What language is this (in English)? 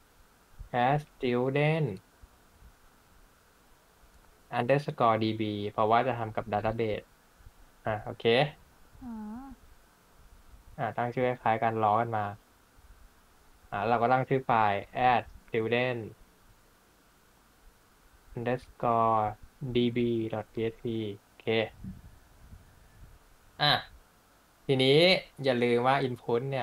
Thai